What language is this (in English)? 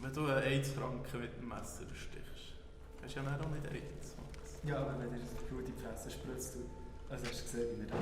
Swiss German